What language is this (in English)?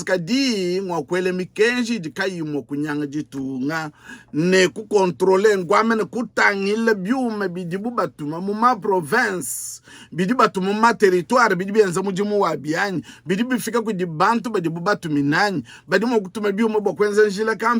Luba-Lulua